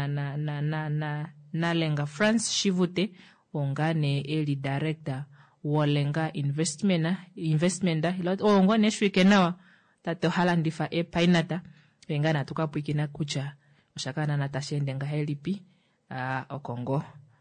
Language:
Kuanyama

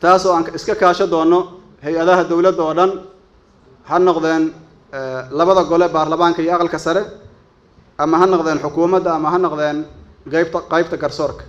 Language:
Somali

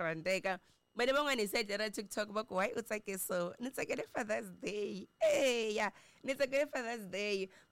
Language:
Tsonga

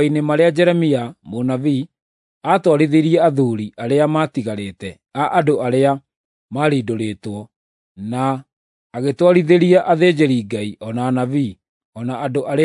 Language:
Kikuyu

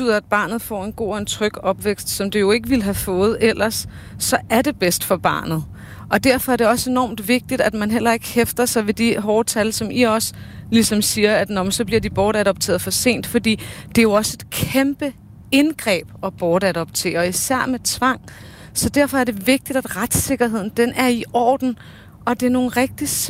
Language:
Danish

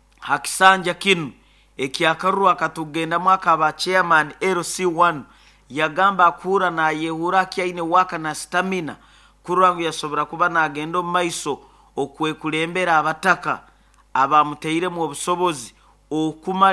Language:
Nyoro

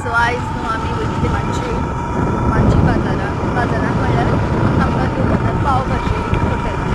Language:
Konkani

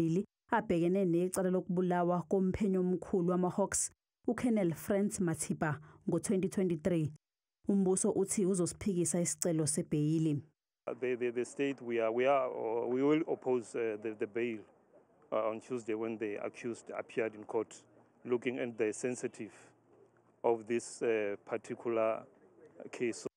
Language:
Zulu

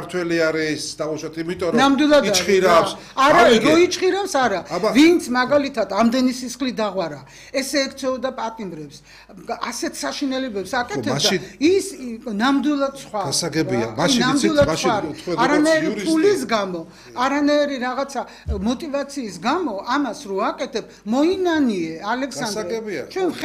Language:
Georgian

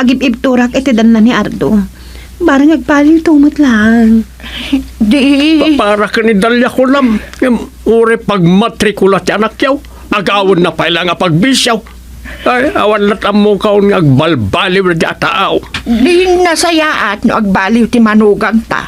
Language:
Iloko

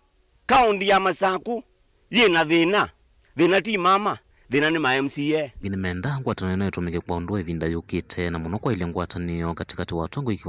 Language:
Kamba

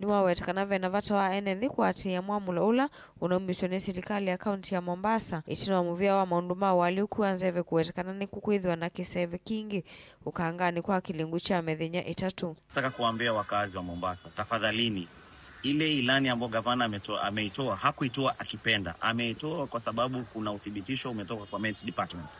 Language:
Kamba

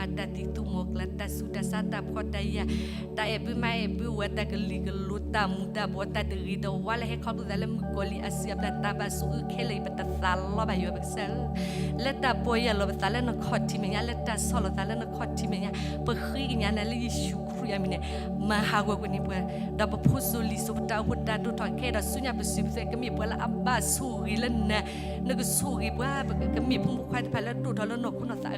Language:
S'gaw Karen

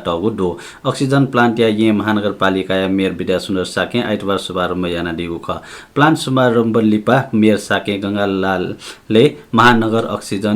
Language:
Newari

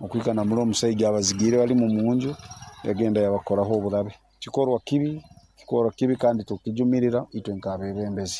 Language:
Nyoro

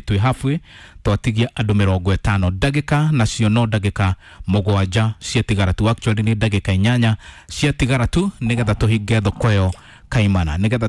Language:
Kikuyu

